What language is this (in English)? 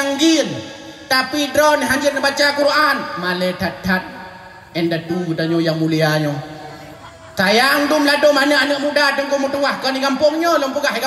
Achinese